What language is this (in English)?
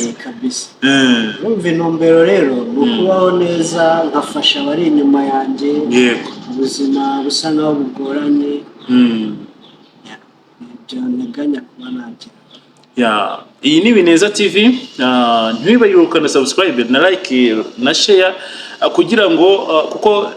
Kinyarwanda